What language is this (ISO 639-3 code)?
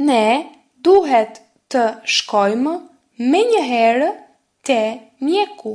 sqi